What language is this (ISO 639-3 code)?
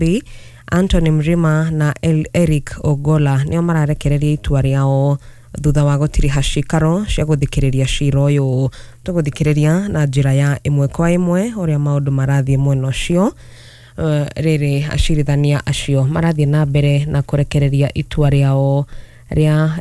kik